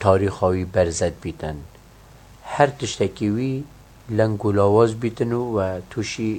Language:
Kurdish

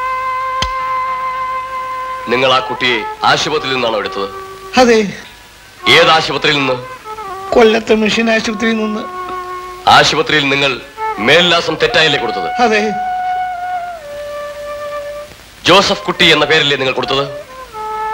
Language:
Malayalam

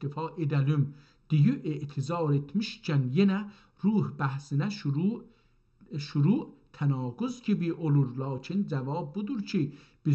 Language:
South Azerbaijani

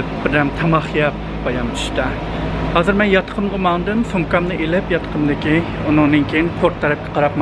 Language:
Uyghur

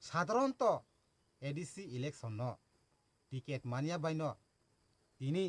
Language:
Kok Borok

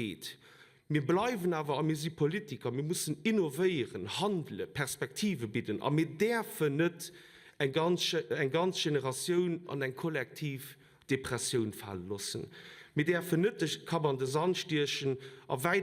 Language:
Luxembourgish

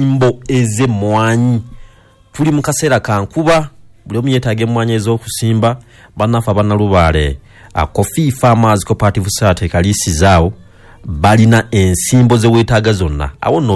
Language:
Ganda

